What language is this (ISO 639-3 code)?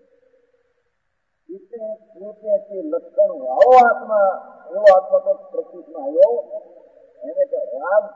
guj